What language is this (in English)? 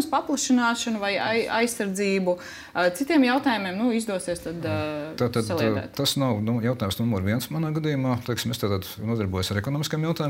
Latvian